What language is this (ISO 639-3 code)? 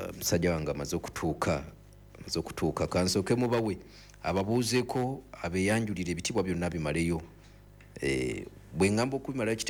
lug